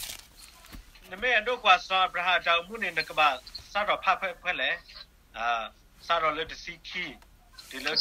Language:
S'gaw Karen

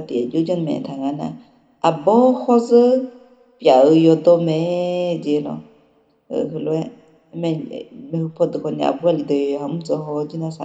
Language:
Akha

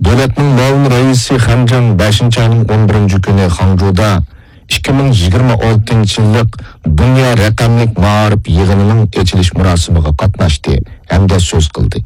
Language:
Uyghur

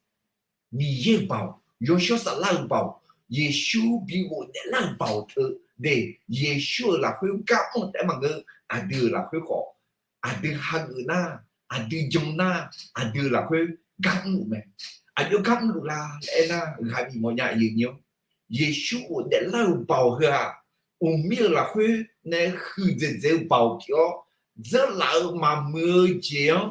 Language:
Akha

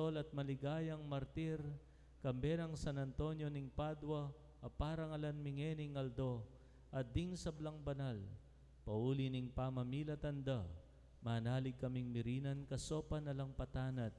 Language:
Pampanga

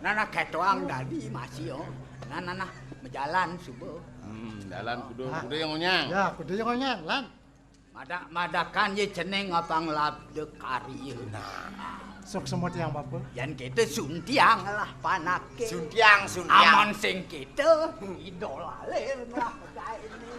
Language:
Balinese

